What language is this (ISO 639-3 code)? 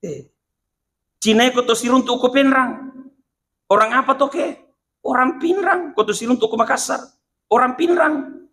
bug